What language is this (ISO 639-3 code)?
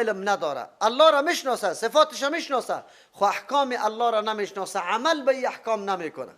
fas